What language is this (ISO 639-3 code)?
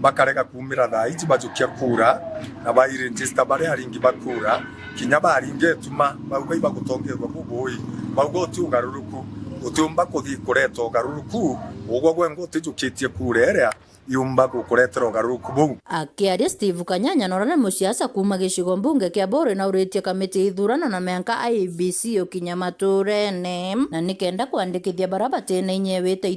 mer